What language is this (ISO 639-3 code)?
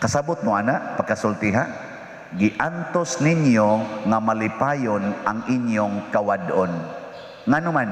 ceb